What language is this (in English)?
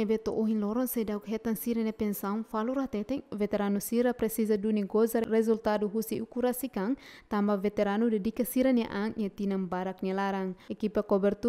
Tetum